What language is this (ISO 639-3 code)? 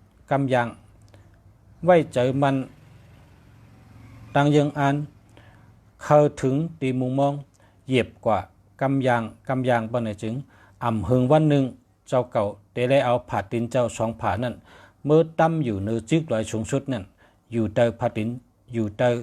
shn